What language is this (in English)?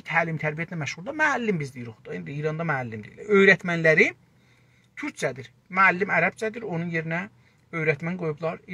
South Azerbaijani